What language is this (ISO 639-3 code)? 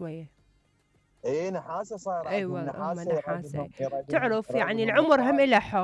acm